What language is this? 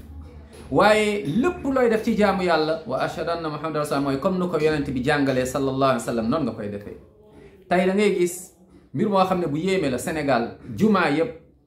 Wolof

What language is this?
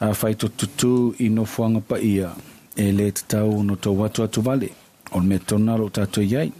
Samoan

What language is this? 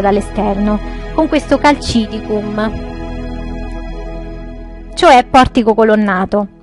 Italian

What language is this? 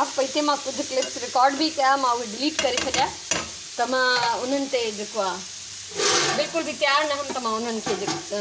Sindhi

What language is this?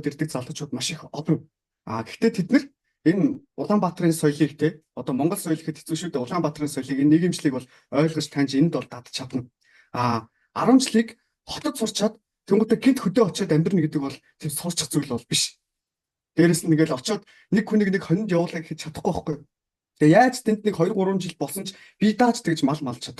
Mongolian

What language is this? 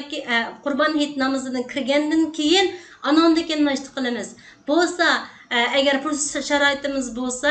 Uyghur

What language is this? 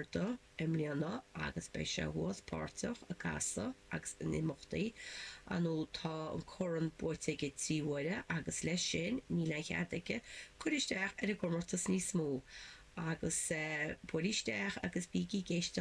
Irish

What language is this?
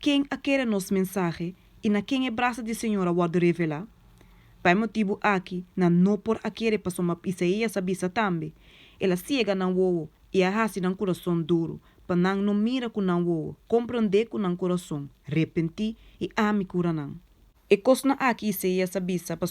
Papiamento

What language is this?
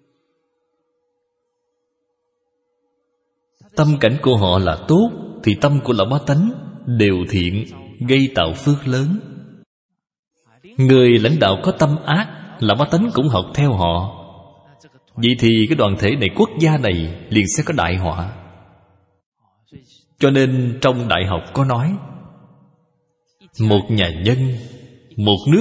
Vietnamese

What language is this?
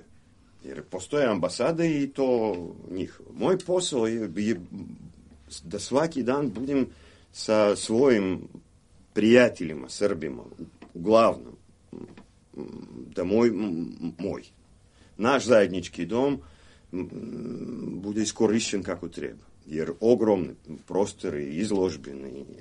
Serbian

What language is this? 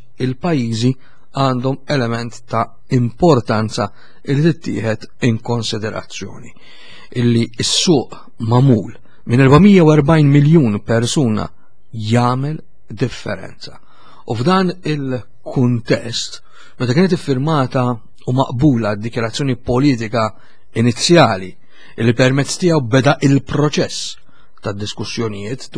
Maltese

